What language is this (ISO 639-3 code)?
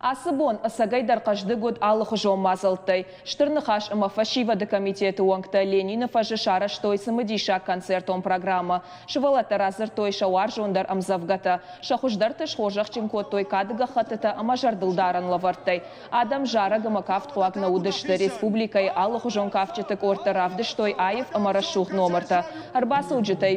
oss